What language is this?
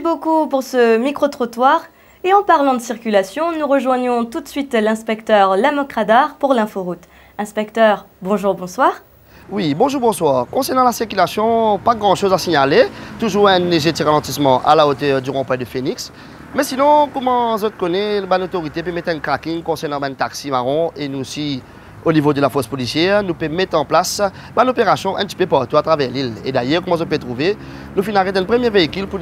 Morisyen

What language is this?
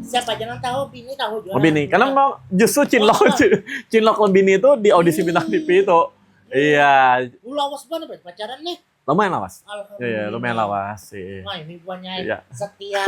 Banjar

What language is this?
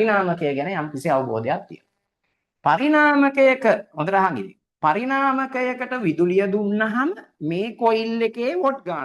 Sinhala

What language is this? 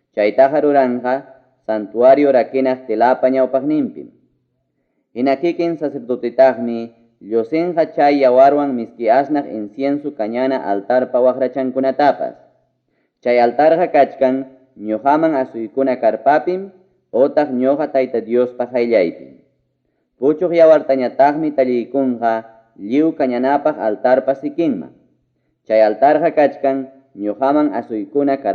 Ayacucho Quechua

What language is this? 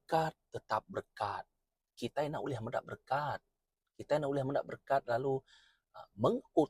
Iban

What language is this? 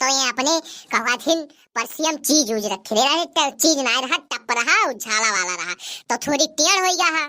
Awadhi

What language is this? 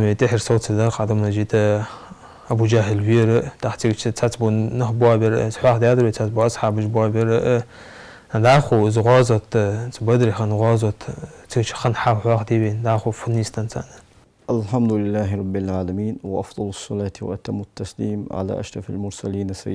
Ingush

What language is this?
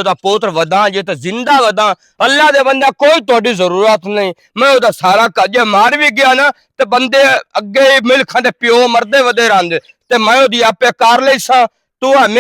Western Panjabi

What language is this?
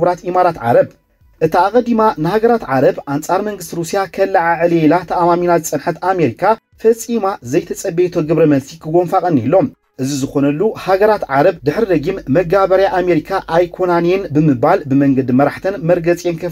Tigrinya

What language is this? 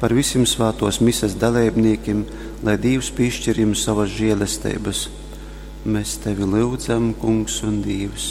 Latgalian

